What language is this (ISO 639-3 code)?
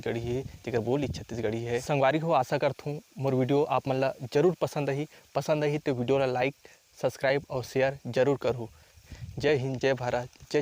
hne